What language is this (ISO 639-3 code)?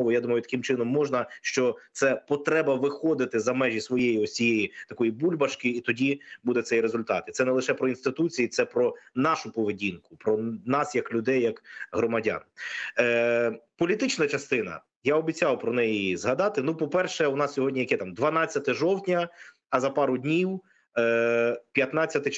ukr